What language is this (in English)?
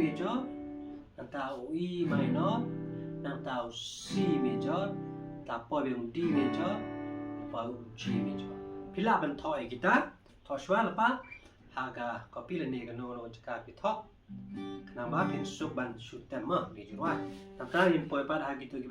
Khasi